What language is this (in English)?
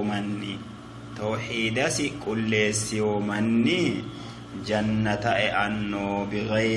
Sidamo